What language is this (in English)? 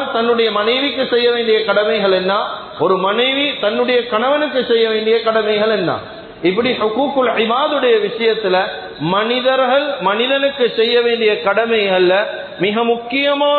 Tamil